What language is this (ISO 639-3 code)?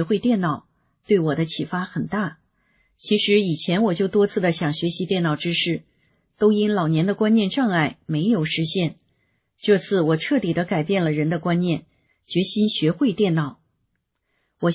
zho